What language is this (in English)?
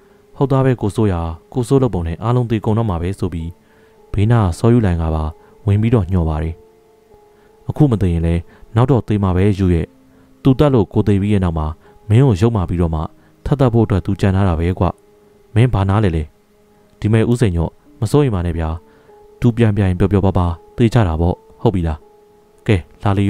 Burmese